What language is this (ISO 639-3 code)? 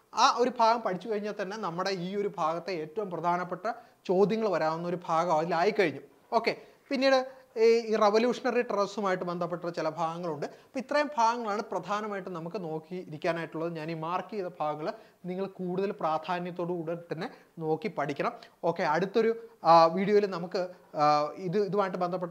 mal